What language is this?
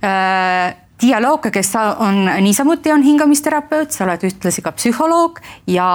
Estonian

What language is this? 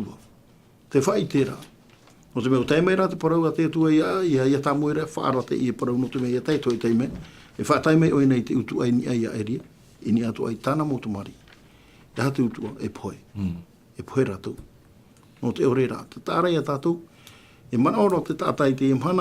Tahitian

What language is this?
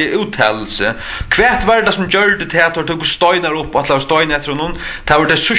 Faroese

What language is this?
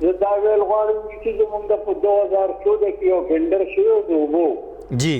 Pashto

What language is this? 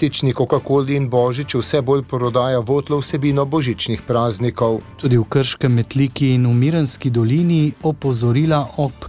Slovenian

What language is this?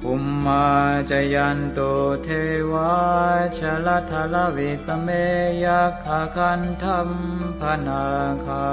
Pali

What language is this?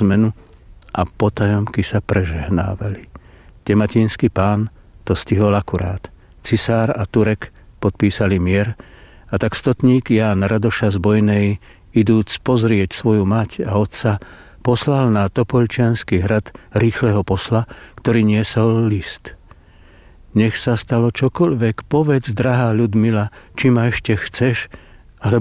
Slovak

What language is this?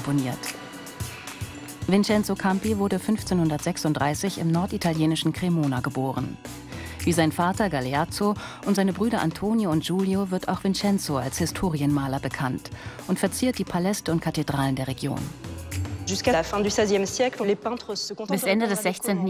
German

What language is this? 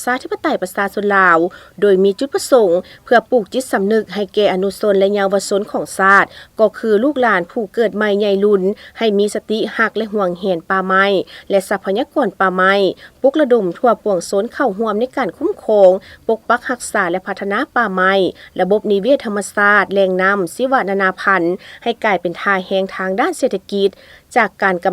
Lao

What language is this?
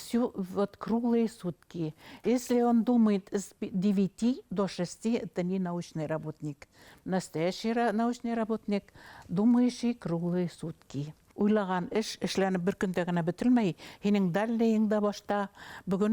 Bashkir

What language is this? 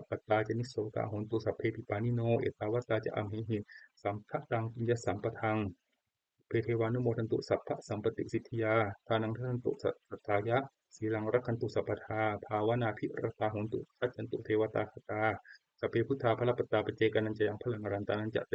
Pali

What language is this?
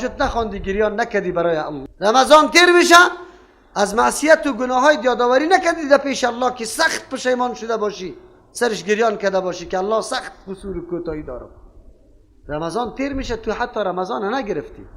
Persian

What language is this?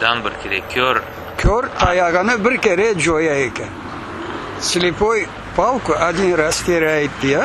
Crimean Tatar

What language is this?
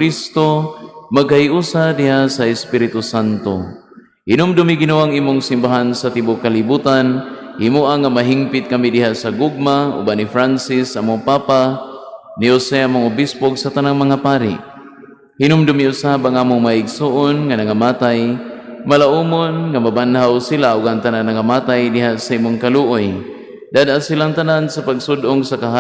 Cebuano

